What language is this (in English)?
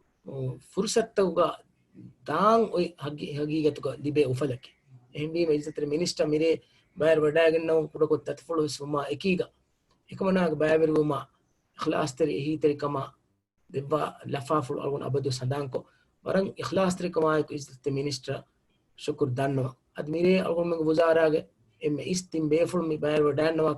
Divehi